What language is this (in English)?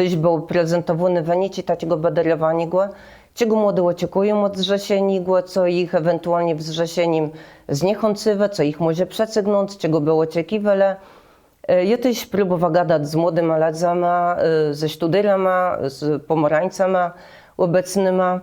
Kashubian